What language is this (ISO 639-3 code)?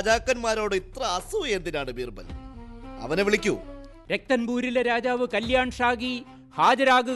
mal